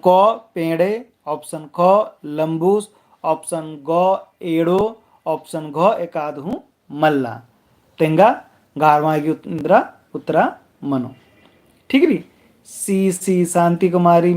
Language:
Kurukh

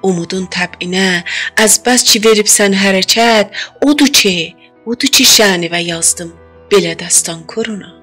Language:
South Azerbaijani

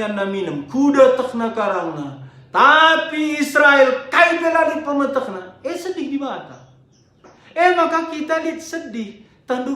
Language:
Batak Karo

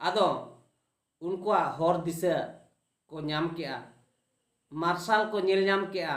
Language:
Santali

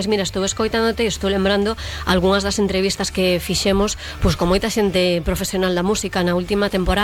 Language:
Galician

